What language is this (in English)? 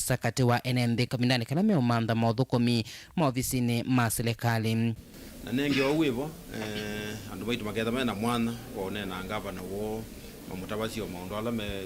Kamba